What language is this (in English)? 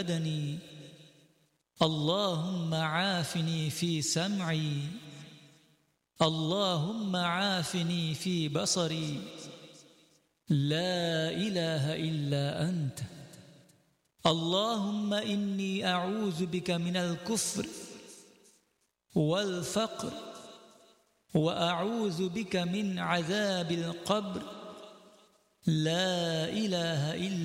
Arabic